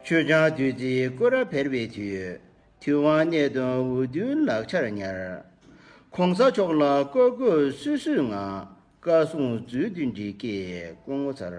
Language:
Tibetan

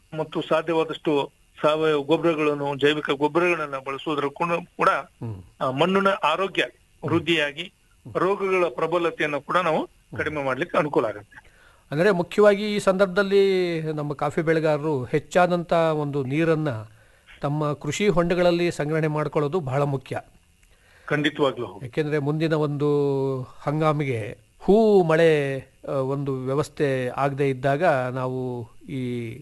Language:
Kannada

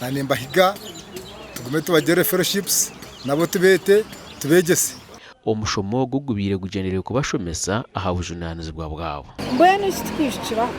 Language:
Nyankole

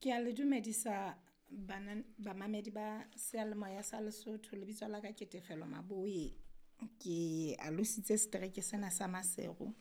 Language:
Southern Sotho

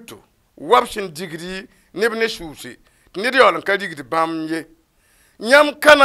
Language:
Mossi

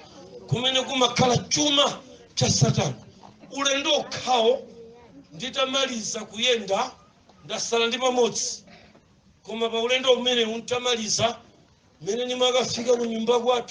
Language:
Nyanja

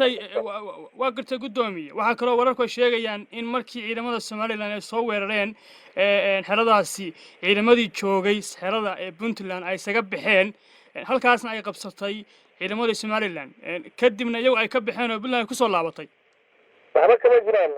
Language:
Somali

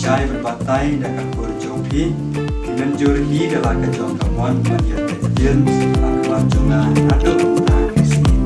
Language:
Khasi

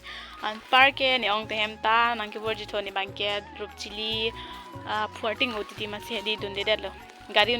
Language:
Karbi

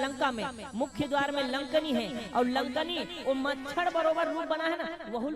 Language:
Chhattisgarhi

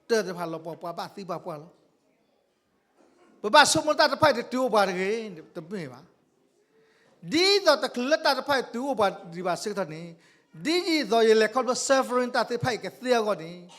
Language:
S'gaw Karen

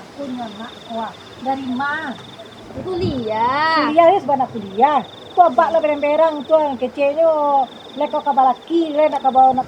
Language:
Minangkabau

